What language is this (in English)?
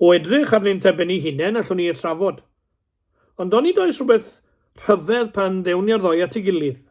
Welsh